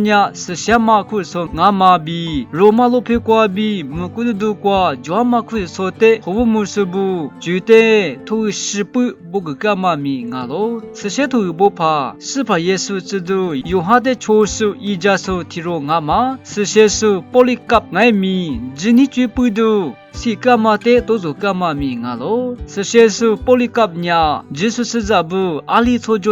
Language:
Lisu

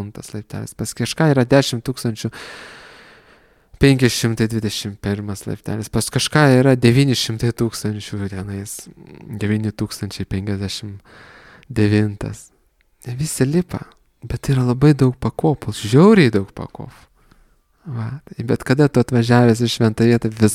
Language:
Lithuanian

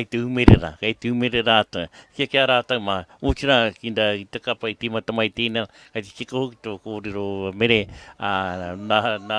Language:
Māori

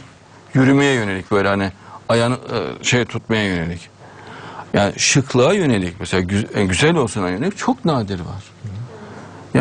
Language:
Turkish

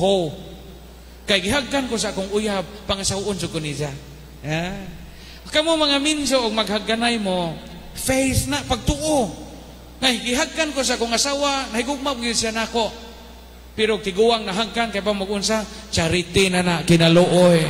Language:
Cebuano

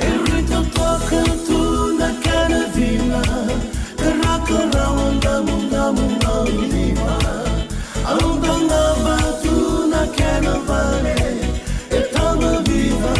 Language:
Fijian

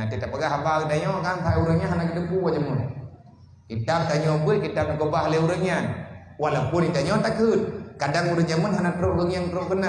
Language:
Achinese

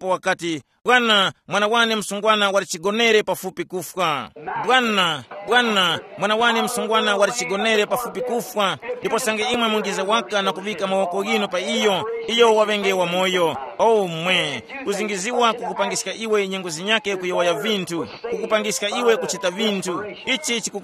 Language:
Tumbuka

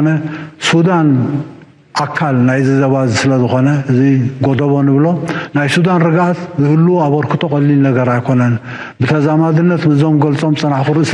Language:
Tigrinya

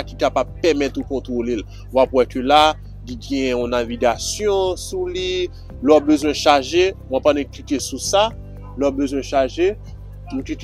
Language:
Haitian Creole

